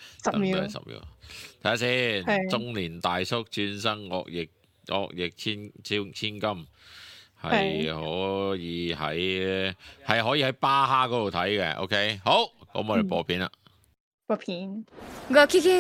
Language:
Cantonese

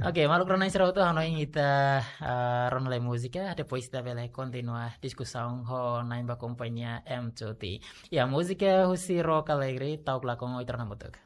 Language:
Tetum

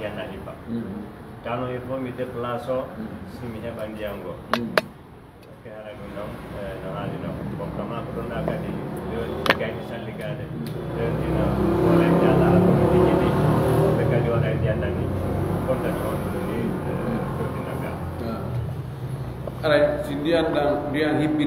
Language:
Fula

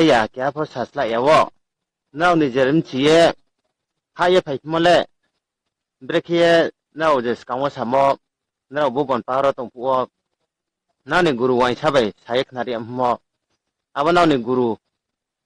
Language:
Riang (India)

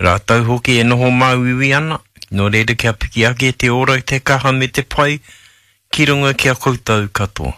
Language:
Māori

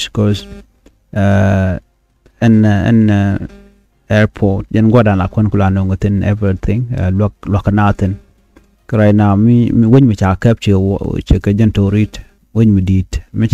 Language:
Nuer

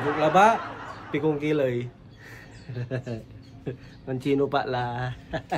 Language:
Pangasinan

